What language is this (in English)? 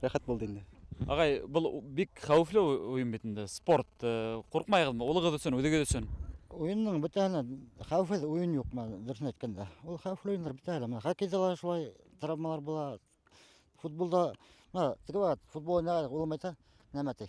Bashkir